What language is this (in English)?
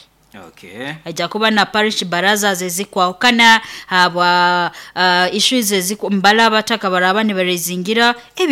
Nyoro